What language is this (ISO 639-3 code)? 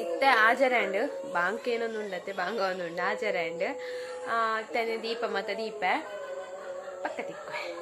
tcy